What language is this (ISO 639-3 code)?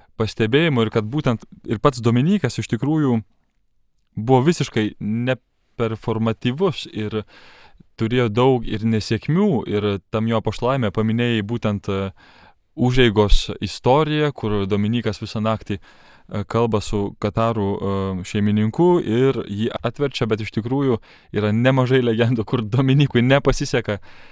lit